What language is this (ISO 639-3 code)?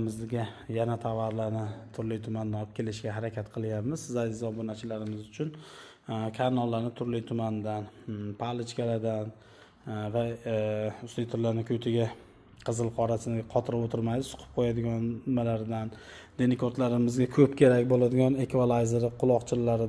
uzb